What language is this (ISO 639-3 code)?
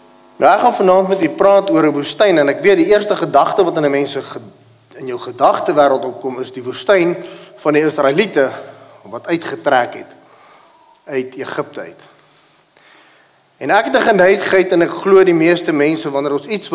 afr